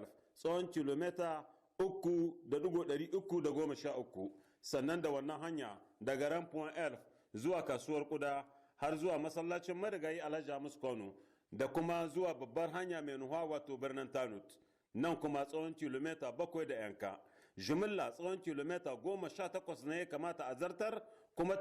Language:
Hausa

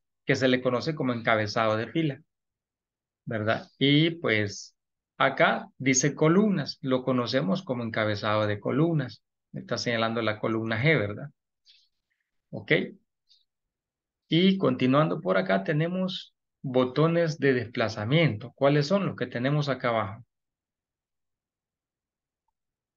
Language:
Spanish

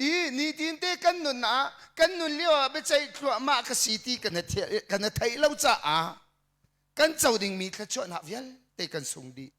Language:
Hakha Chin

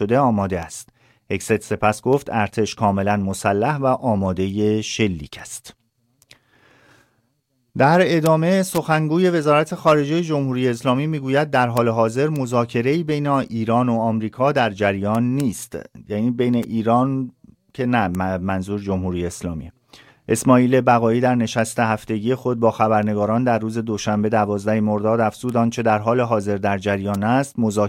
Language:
Persian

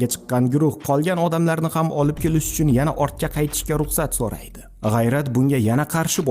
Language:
Uzbek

